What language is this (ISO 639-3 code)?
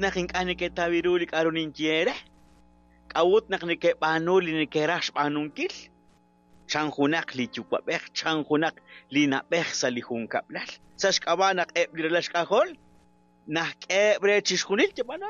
kek